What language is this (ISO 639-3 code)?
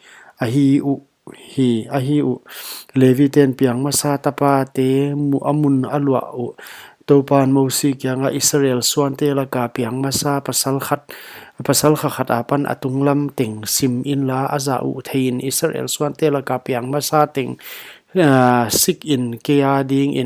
pck